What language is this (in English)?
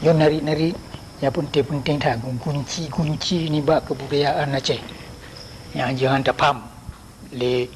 Achinese